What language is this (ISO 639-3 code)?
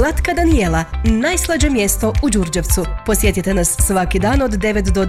hrv